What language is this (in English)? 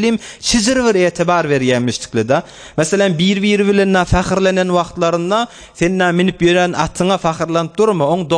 Turkmen